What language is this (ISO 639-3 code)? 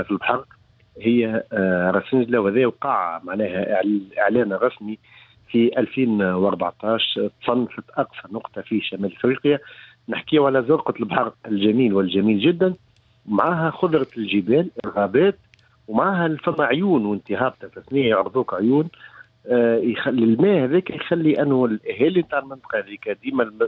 aeb